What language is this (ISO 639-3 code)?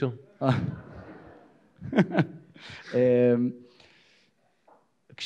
heb